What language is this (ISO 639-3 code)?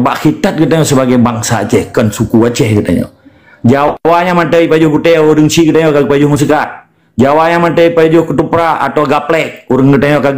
ace